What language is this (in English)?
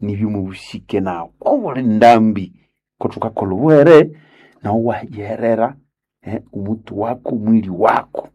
Nande